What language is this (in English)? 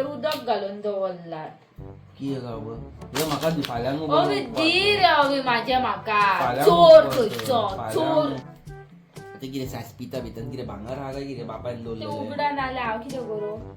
Konkani